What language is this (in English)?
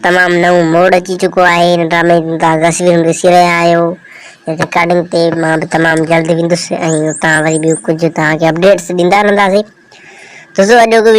Sindhi